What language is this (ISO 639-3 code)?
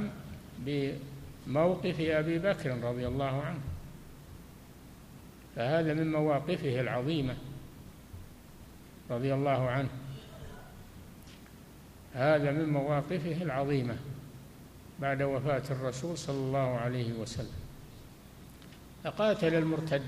ara